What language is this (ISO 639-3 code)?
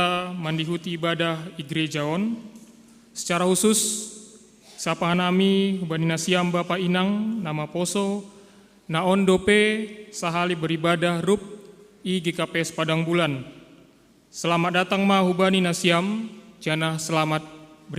bts